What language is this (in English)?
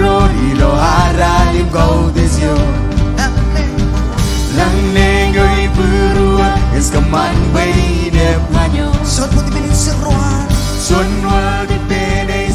Marshallese